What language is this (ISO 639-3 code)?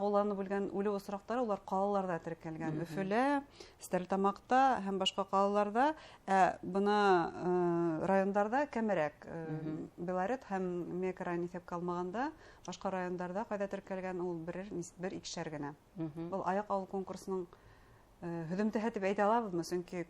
bak